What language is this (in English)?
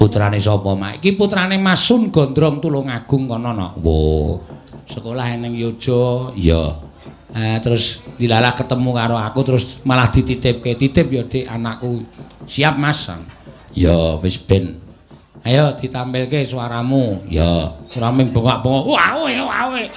Javanese